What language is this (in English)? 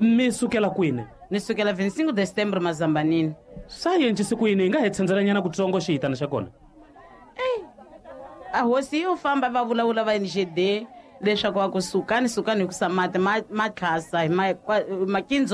Tsonga